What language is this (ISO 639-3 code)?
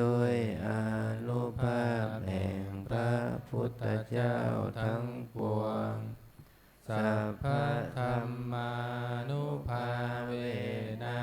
pli